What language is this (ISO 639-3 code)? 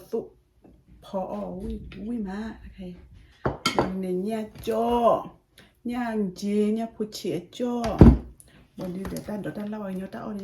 ksw